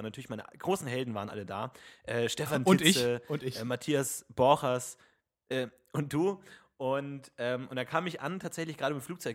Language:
German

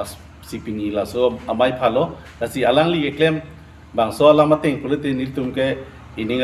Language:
Karbi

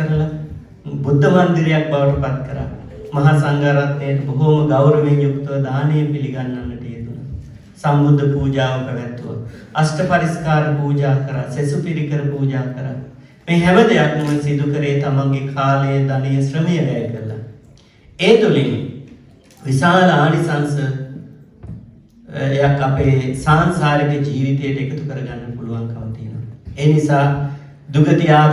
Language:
Sinhala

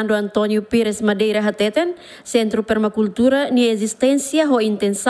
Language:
Tetum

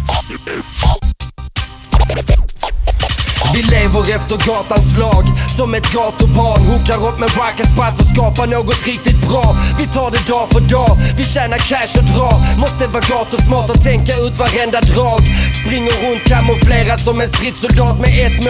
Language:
Swedish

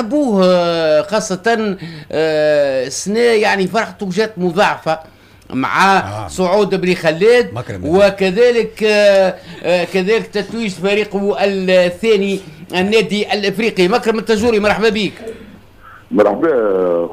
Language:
Tunisian Arabic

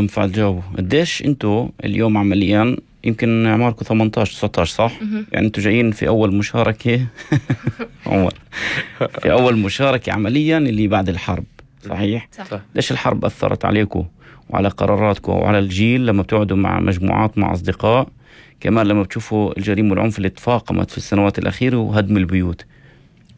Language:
North Levantine Arabic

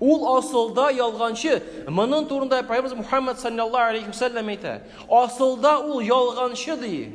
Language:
Tatar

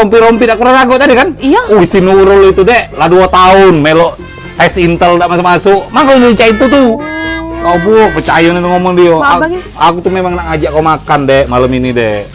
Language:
Musi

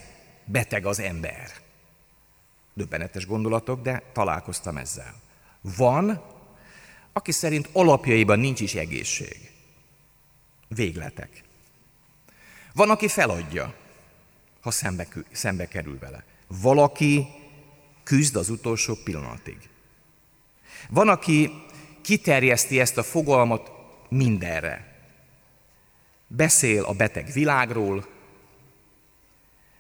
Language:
Hungarian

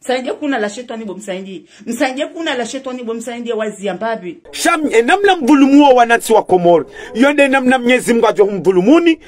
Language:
Ngazidja Comorian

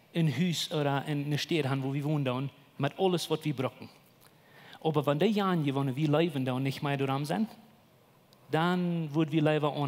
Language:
Plautdietsch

